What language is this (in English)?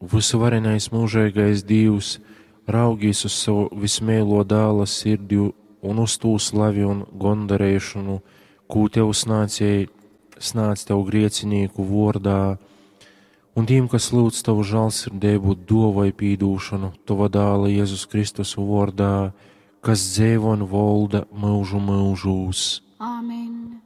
Latgalian